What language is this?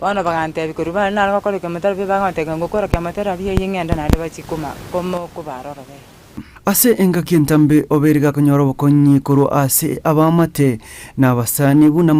Gusii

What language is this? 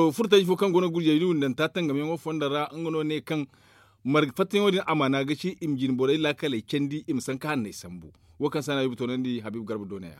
Zarma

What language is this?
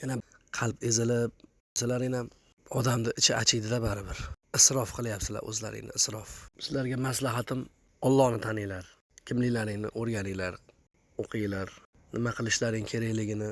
Uzbek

